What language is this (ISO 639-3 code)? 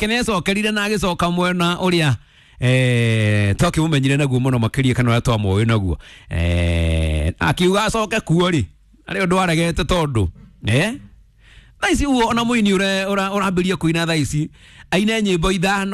kik